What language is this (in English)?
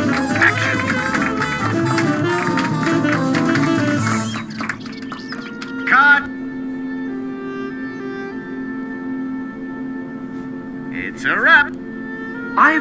English